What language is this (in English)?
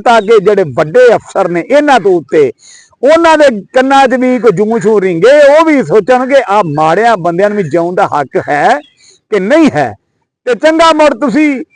Western Panjabi